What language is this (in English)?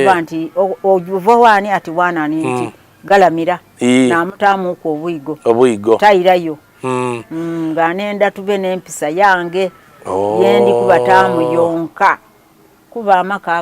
Soga